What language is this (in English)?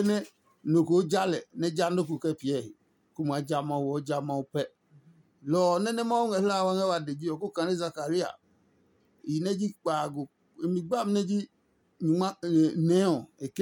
Adangme